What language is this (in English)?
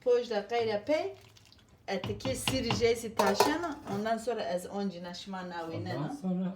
Zaza